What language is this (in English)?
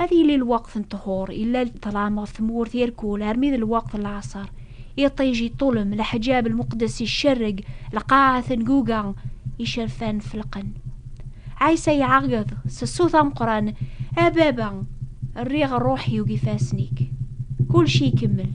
Kabyle